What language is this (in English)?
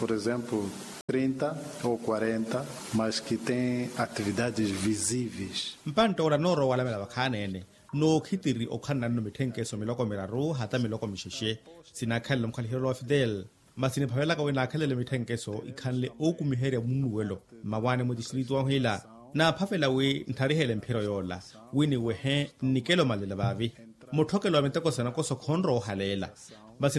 Makhuwa